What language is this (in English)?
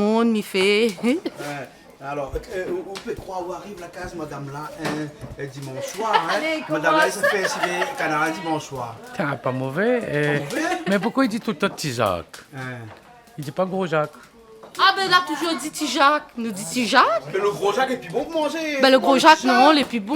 Réunion Creole French